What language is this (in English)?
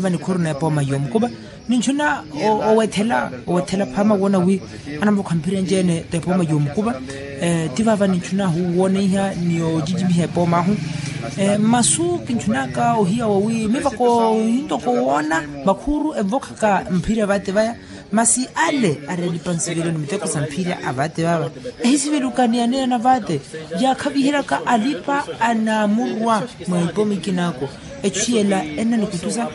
Makhuwa